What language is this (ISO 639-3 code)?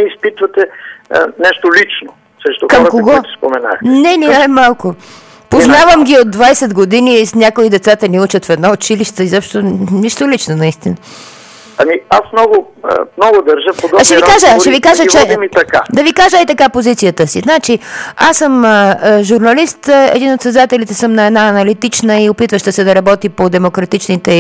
bul